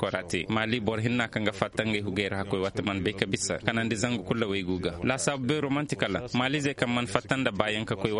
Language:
Koyraboro Senni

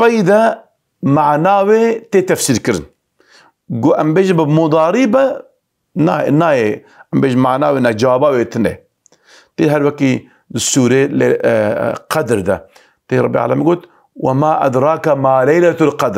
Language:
Kurdish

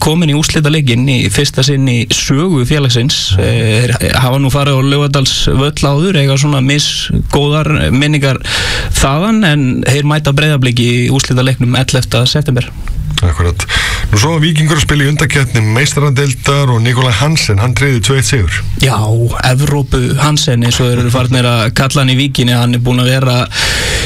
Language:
Icelandic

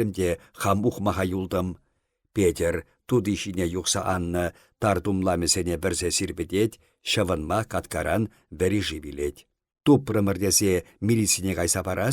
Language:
Chuvash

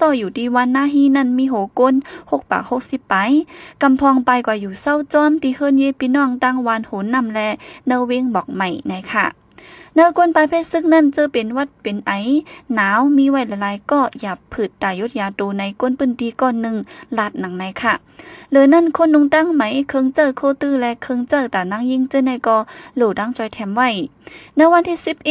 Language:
Shan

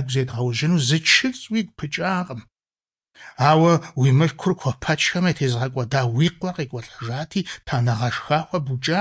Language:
Kabardian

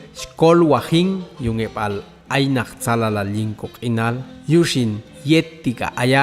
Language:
Popti'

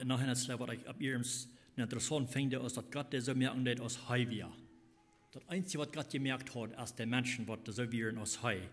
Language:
Plautdietsch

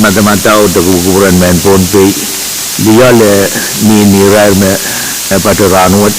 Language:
Pohnpeian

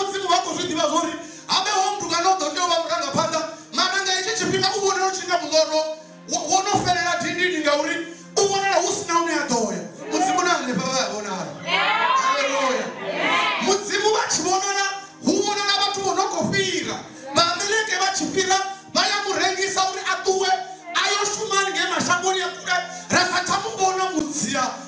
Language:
Venda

